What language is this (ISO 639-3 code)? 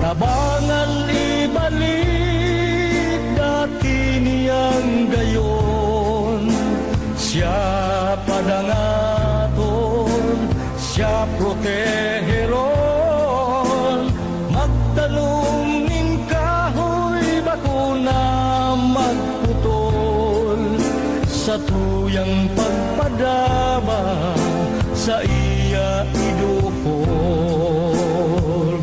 bik